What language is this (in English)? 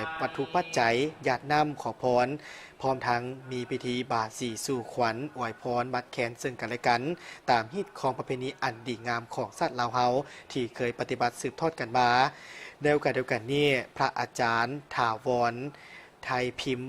Lao